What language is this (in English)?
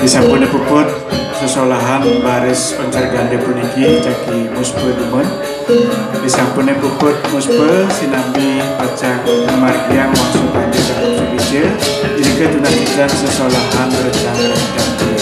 Balinese